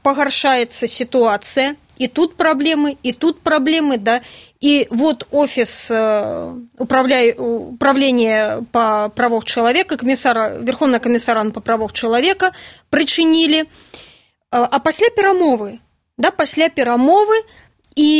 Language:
Belarusian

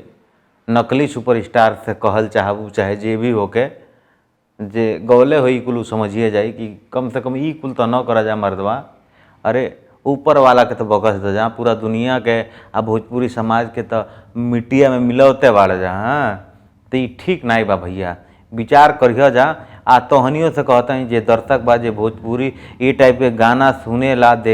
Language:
Bhojpuri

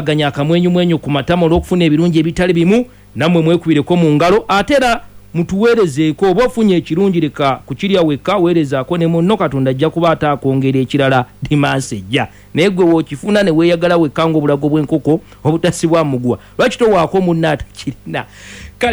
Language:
Ganda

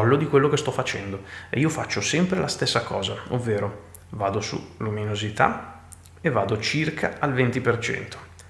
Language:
Italian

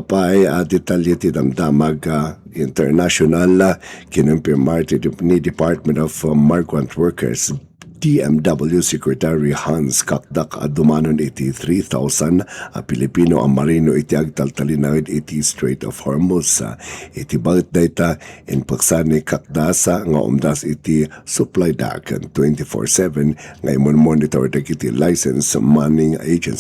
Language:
Iloko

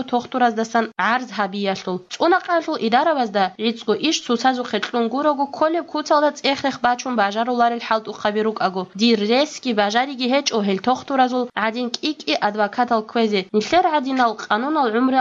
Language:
Avaric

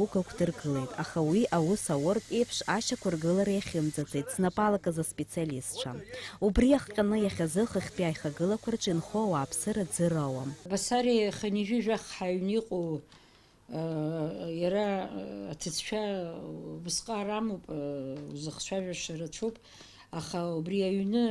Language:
Abkhazian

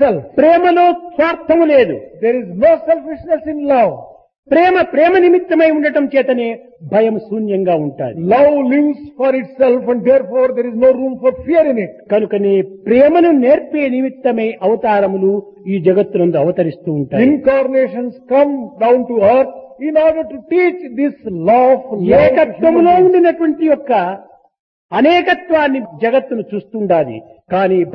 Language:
Telugu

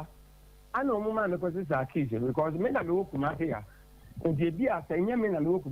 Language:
Akan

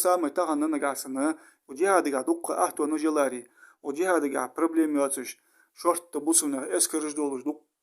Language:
Ingush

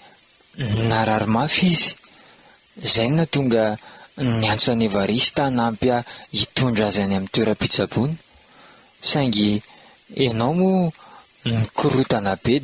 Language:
Malagasy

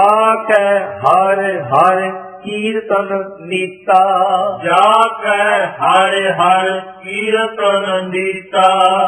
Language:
Punjabi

